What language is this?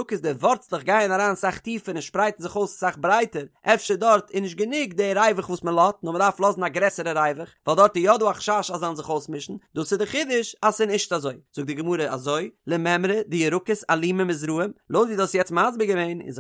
Yiddish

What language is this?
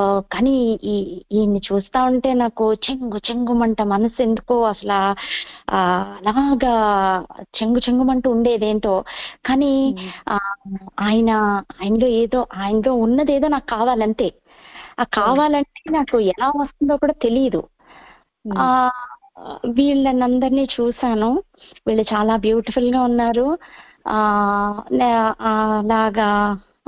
Telugu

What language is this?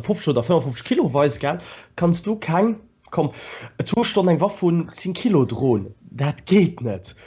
Luxembourgish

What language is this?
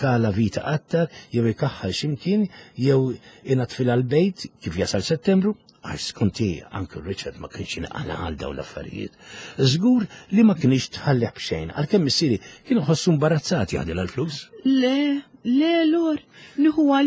Maltese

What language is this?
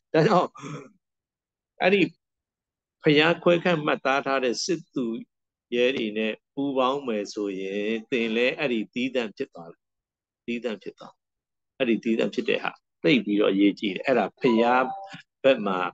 Burmese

